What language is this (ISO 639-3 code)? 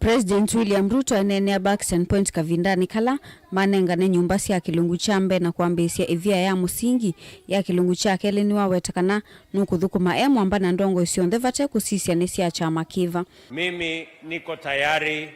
kam